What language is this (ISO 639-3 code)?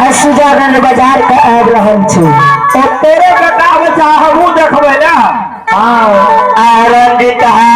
mai